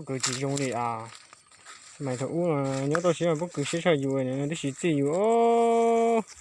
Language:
Hmong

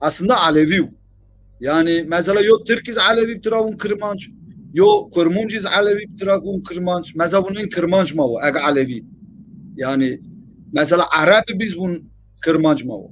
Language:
Zaza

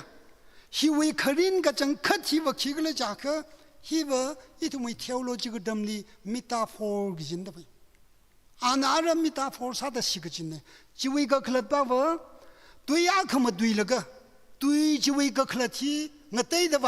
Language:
Tangkhul Naga (India)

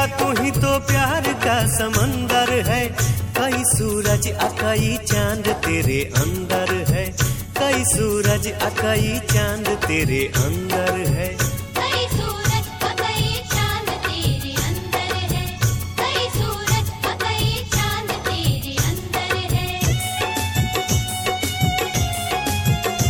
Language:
Bhojpuri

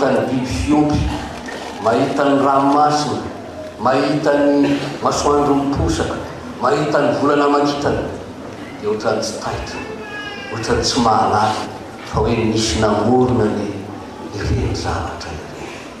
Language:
Malagasy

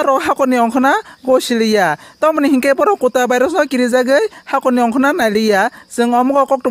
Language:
Kok Borok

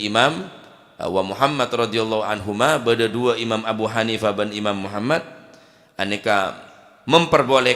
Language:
Madurese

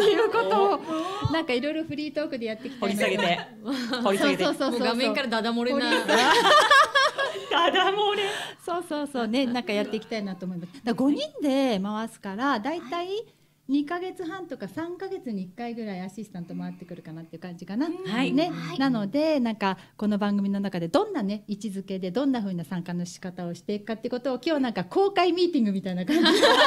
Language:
Japanese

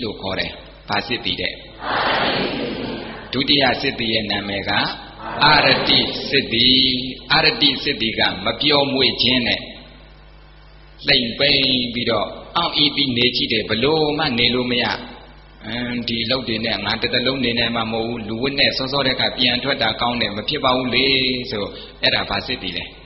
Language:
Burmese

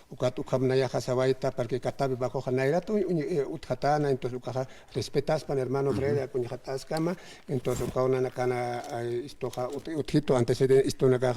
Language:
Aymara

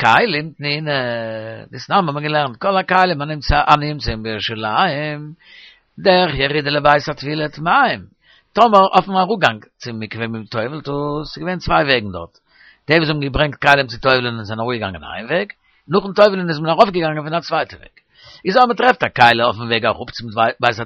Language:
Yiddish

